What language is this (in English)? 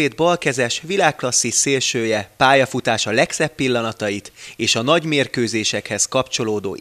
Hungarian